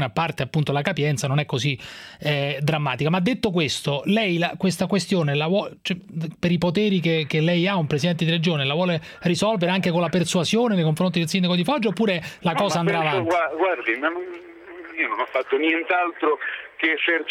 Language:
Italian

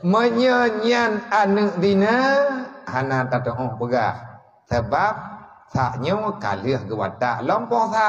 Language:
Achinese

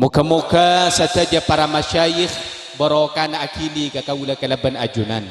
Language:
Madurese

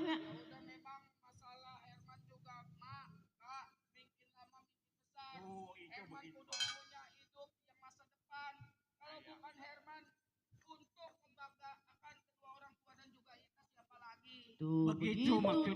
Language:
Betawi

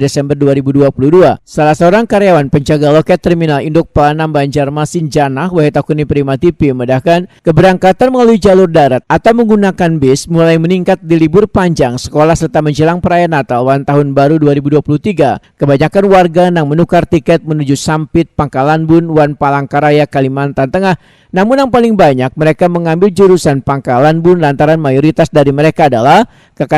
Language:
Banjar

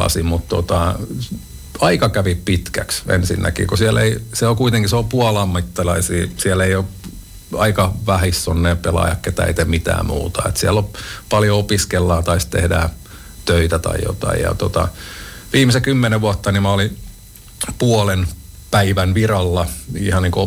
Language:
Finnish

